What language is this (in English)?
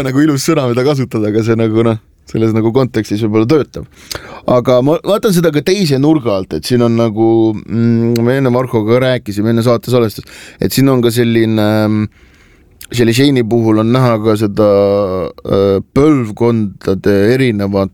Estonian